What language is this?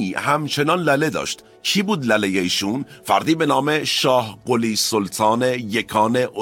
Persian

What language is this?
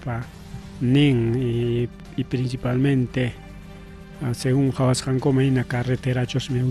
Ayacucho Quechua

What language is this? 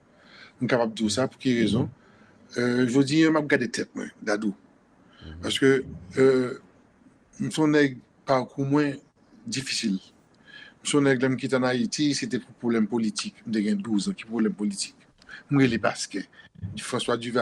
Haitian Creole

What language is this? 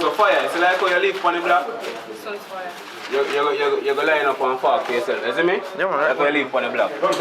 Jamaican Creole English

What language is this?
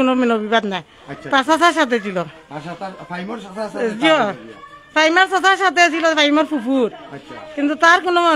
Sylheti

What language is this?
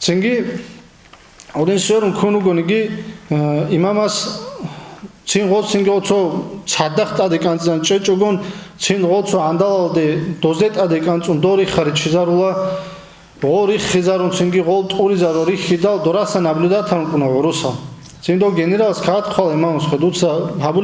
Avaric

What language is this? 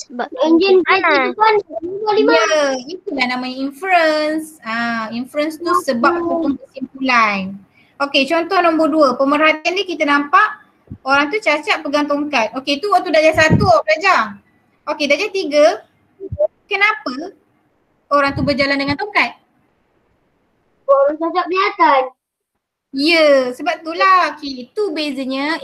Malay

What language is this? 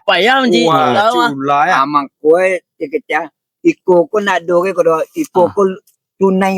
Minangkabau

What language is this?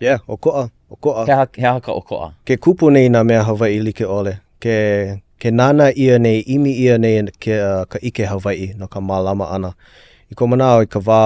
Hawaiian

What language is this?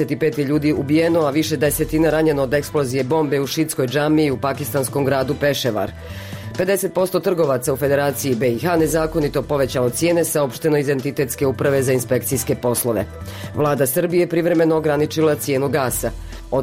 Bosnian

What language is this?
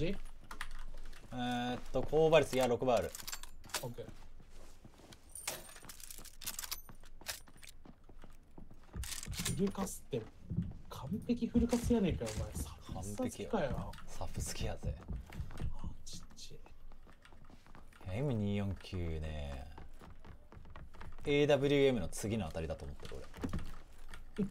Japanese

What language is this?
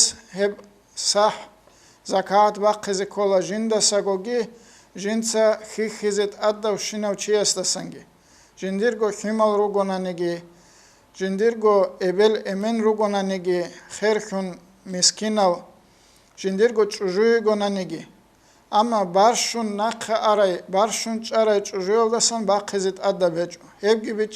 Avaric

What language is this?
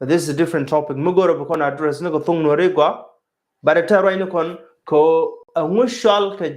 Nuer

